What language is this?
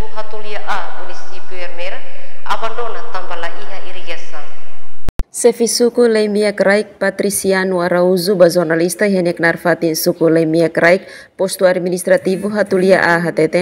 Tetum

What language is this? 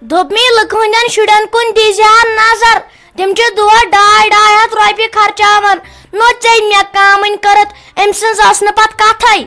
Kashmiri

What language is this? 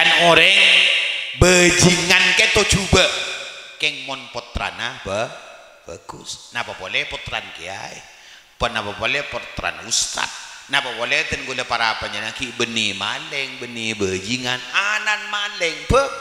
Madurese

